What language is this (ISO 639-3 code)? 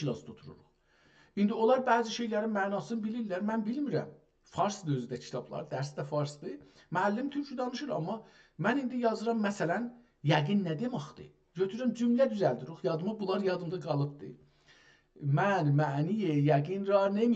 azb